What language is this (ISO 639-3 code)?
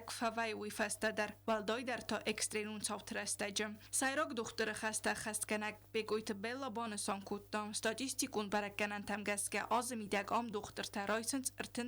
oss